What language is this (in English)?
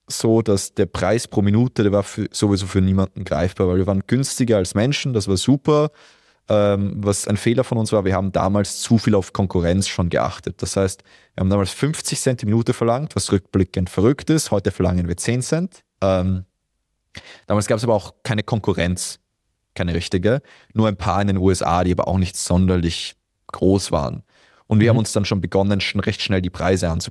German